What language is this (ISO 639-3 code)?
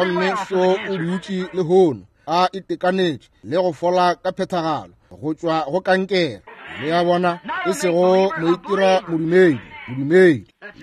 nso